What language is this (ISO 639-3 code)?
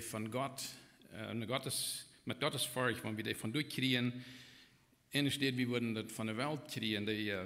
pdt